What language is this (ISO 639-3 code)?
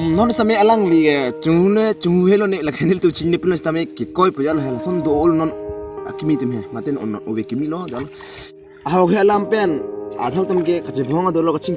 mjw